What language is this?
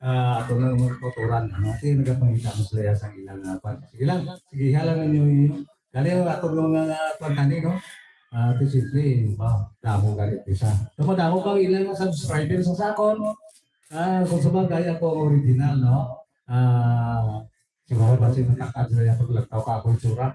Hiligaynon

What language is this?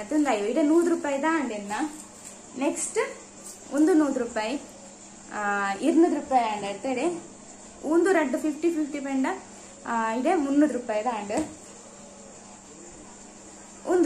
Tulu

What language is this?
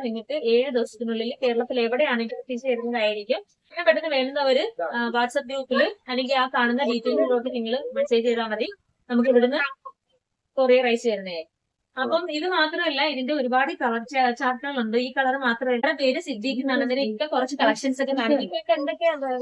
Malayalam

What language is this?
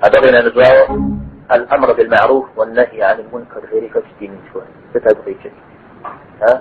Kabardian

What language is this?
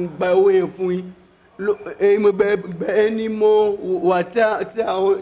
Yoruba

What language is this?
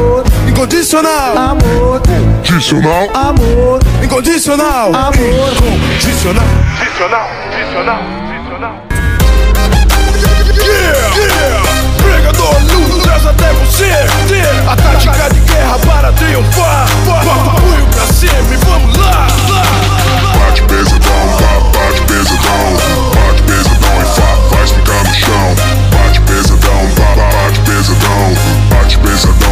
Portuguese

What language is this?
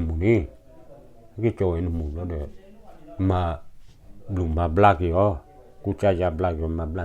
S'gaw Karen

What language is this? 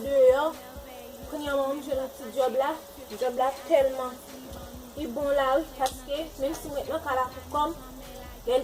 Haitian Creole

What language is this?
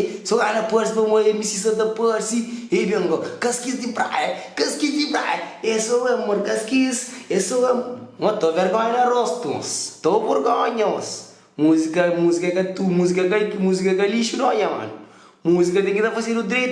Kabuverdianu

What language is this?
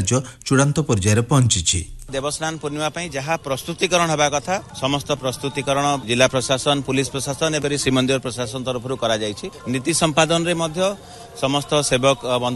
Odia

